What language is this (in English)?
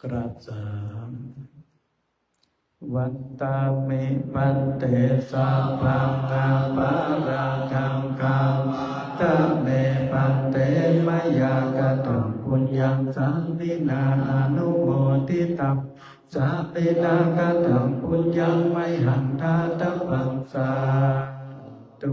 Pali